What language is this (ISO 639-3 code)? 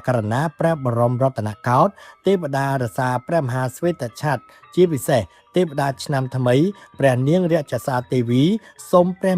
khm